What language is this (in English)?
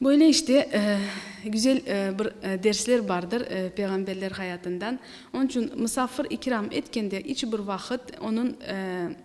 Crimean Tatar